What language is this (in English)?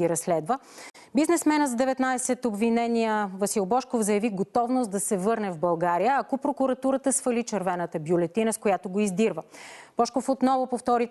Bulgarian